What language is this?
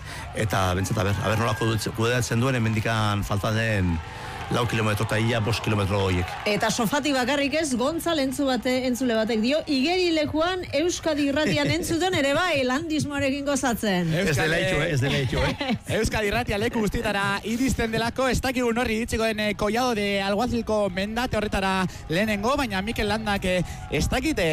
Basque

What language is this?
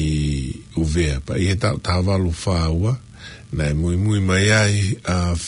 Tongan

